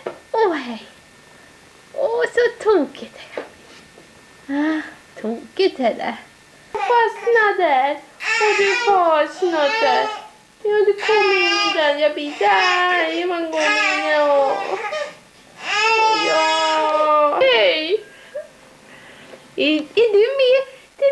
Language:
Swedish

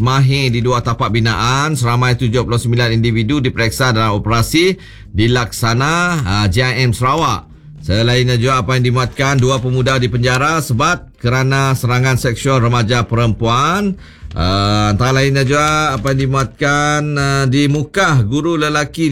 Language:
Malay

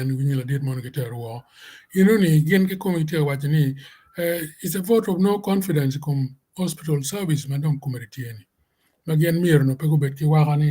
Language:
Acoli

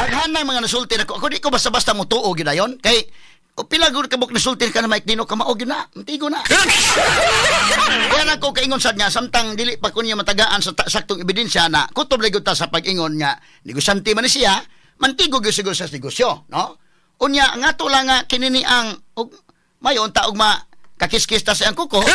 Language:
Cebuano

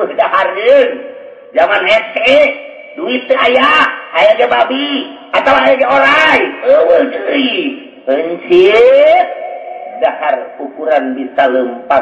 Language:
Sundanese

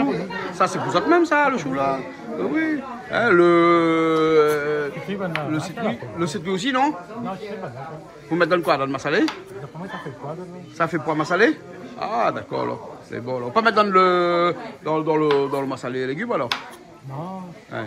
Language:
Réunion Creole French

